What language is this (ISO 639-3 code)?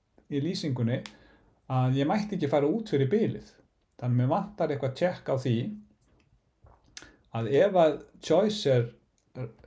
isl